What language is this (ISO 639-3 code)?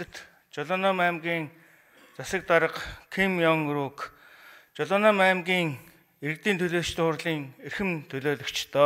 mon